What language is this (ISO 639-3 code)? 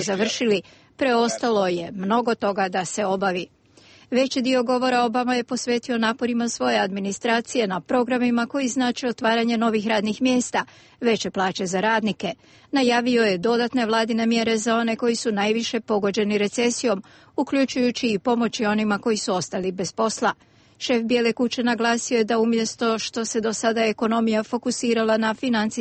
srp